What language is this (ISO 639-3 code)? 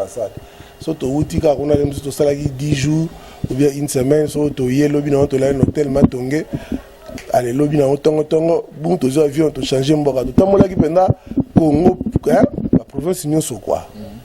lin